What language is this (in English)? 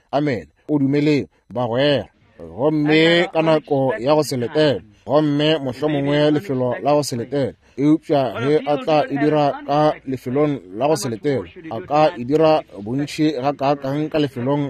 Northern Sotho